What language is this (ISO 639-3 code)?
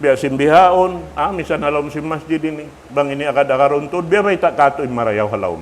tsg